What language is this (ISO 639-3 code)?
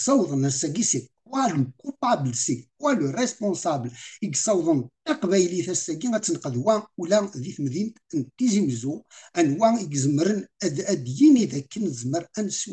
kab